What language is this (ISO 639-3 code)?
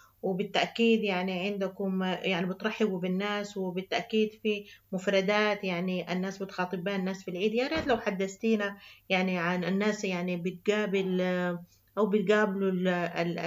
apd